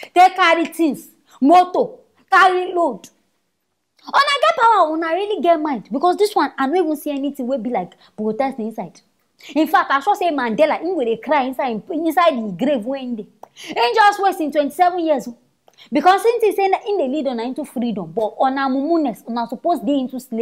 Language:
Nigerian Pidgin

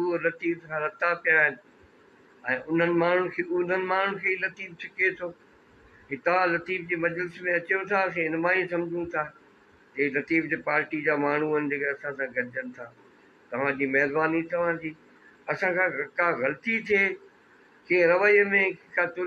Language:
Sindhi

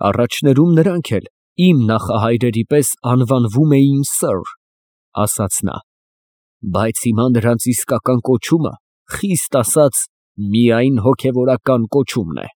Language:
Armenian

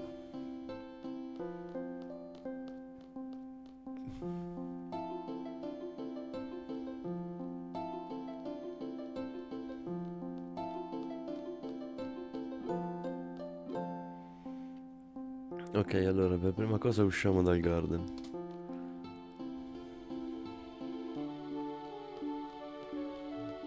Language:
Italian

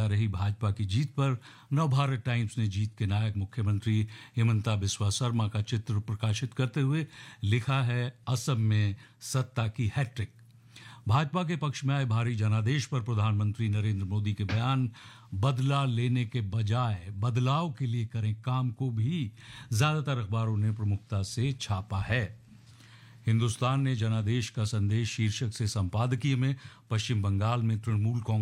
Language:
Hindi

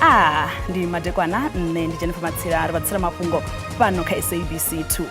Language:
Venda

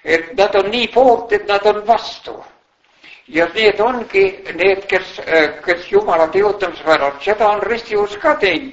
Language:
Estonian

